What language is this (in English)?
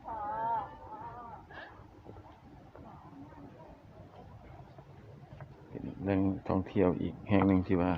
Lao